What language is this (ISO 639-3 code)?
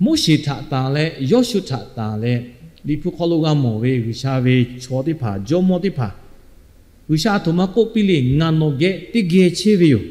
lhu